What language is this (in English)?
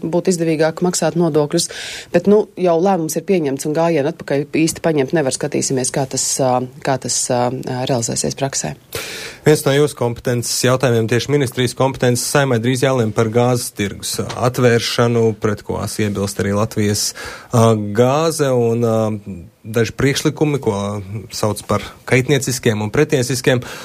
Latvian